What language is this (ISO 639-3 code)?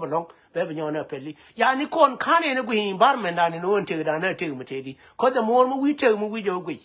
nus